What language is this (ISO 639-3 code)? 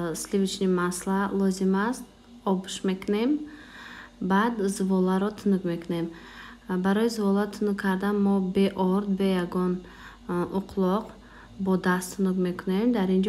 tgk